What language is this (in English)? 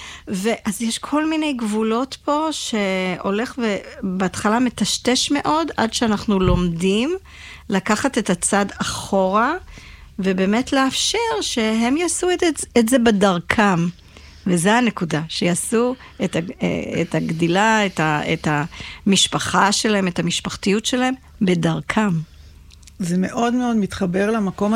Hebrew